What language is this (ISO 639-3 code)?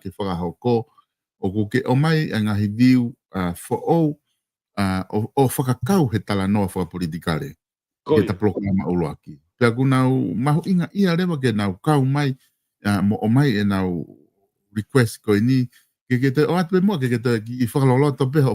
ton